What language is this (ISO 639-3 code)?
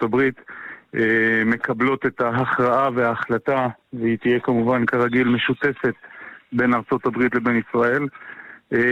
heb